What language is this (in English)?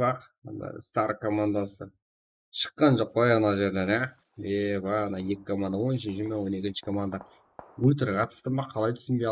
Kara-Kalpak